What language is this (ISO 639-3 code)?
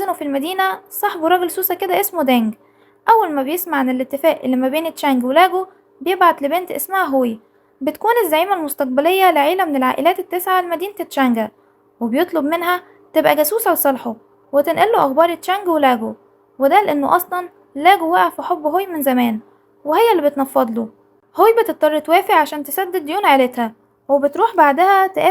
arz